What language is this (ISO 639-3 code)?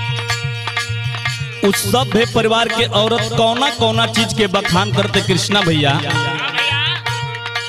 bho